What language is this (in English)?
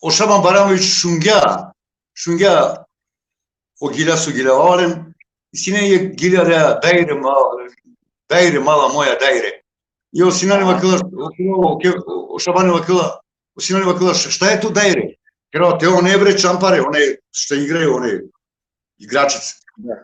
Balkan Romani